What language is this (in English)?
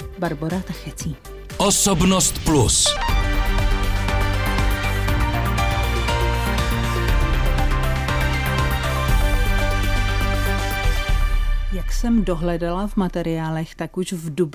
Czech